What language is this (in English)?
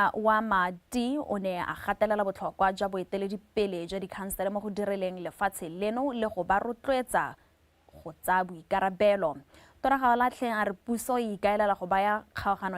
Tswana